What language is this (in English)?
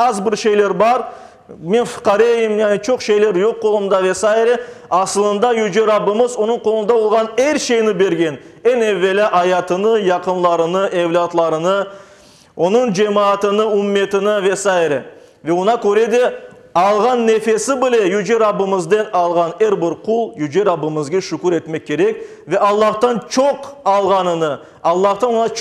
Crimean Tatar